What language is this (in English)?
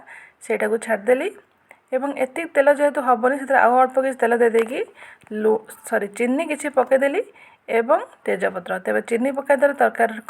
Odia